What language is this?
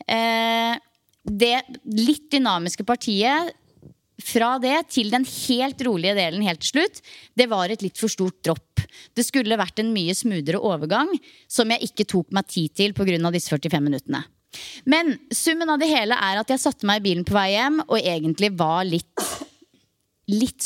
Norwegian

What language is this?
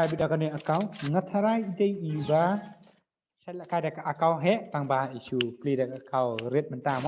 Khasi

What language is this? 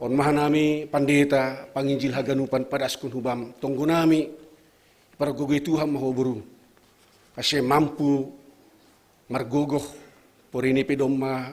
Batak Simalungun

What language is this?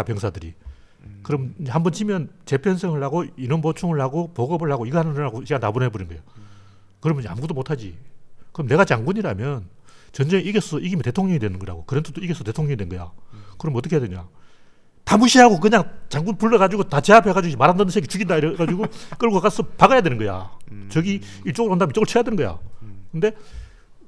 Korean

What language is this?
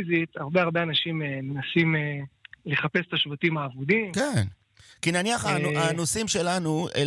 Hebrew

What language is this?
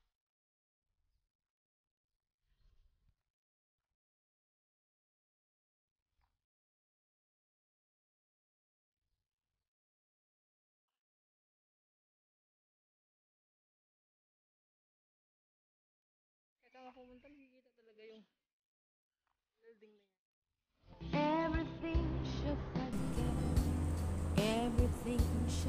Filipino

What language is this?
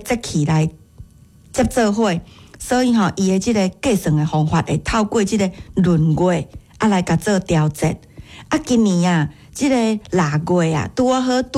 Min Nan Chinese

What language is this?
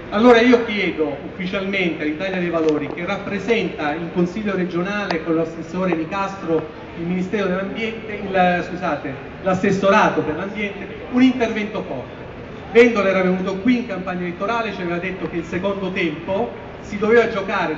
Italian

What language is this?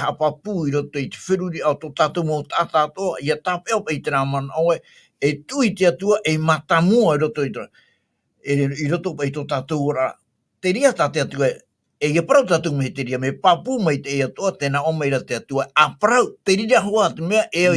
Tahitian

